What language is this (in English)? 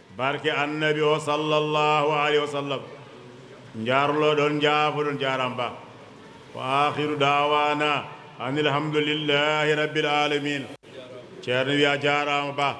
Fula